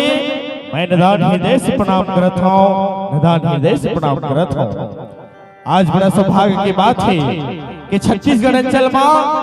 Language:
Chhattisgarhi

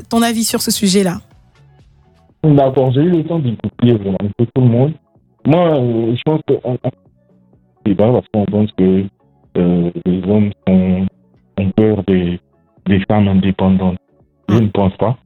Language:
French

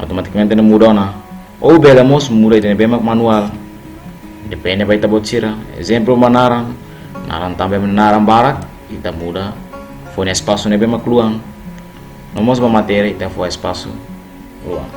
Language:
Tetum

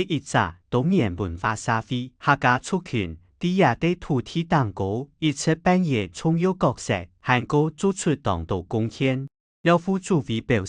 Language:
Hakka Chinese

